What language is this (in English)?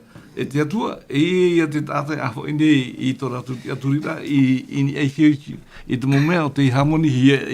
Tahitian